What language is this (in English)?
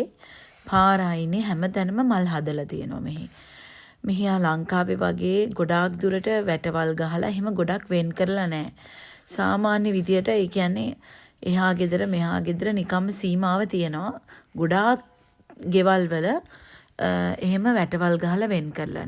Sinhala